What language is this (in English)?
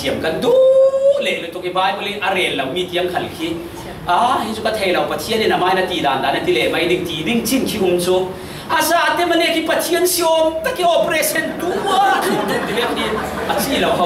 Falam Chin